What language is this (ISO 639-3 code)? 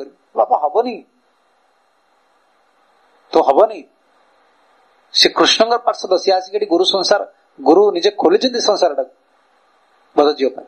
ori